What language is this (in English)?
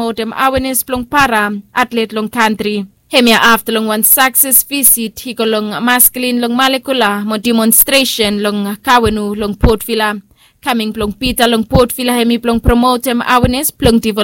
Bislama